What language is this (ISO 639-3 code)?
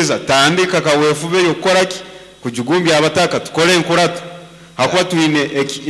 nyn